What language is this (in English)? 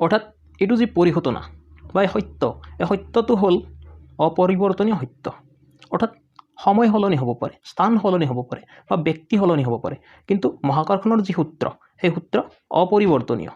Assamese